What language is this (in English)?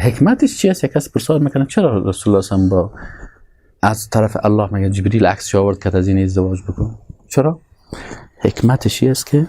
Persian